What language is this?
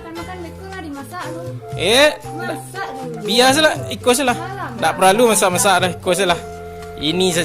Minangkabau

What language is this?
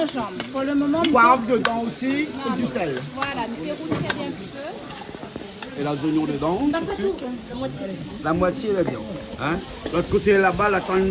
Réunion Creole French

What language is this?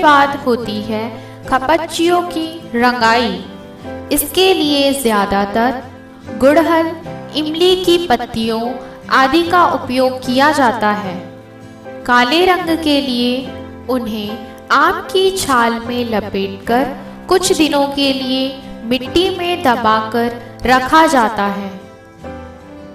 Hindi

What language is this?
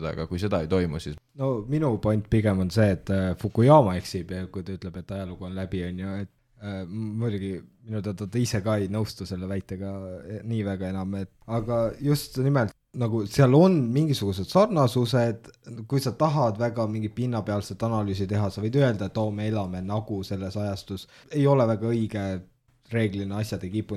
Estonian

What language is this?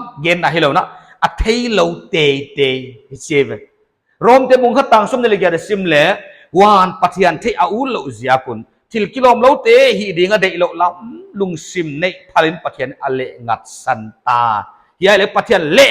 Paite Chin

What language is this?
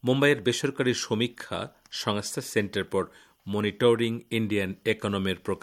Bangla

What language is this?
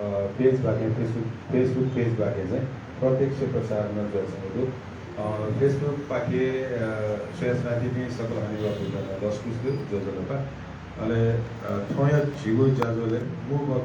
Newari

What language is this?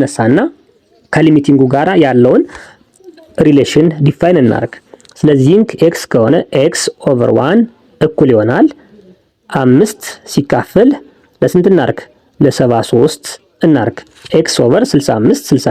Amharic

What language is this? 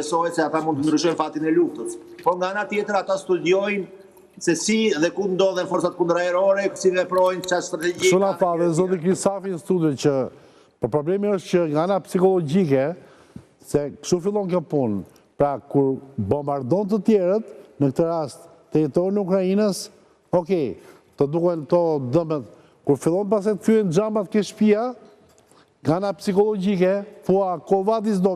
Albanian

